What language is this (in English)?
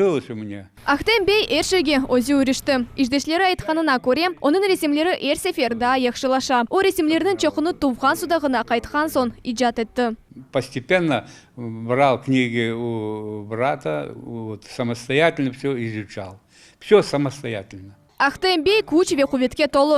Crimean Tatar